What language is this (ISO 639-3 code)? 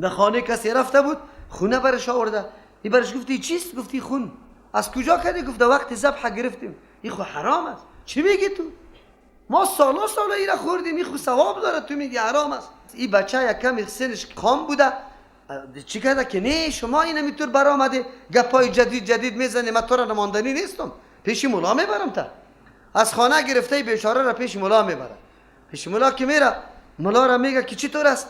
fas